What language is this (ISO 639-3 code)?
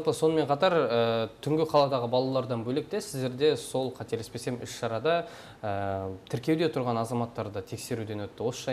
kaz